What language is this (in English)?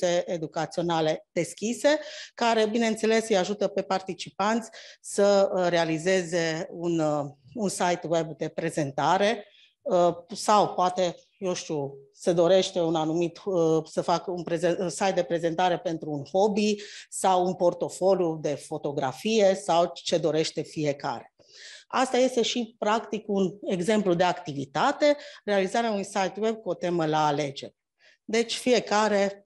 Romanian